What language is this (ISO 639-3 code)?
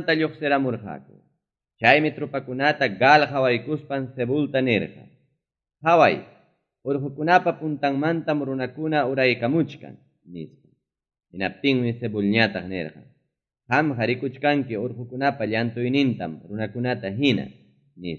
quy